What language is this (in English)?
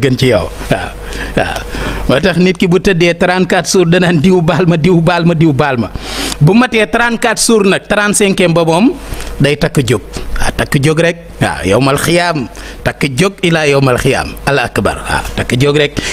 Wolof